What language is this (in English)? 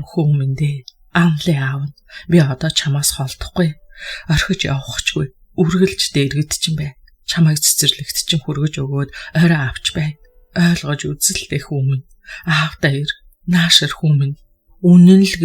Mongolian